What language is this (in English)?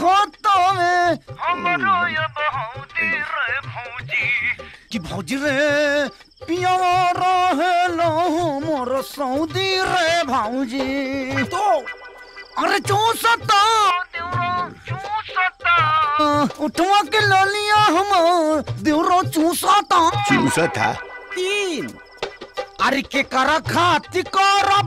Bhojpuri